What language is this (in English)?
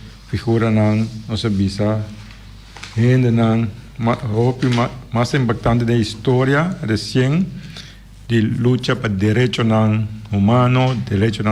Papiamento